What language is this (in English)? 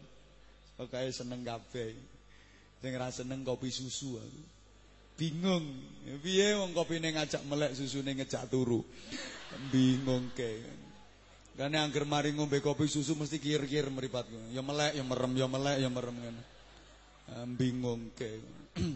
Javanese